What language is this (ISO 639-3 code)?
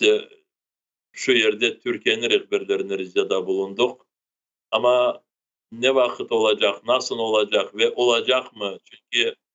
crh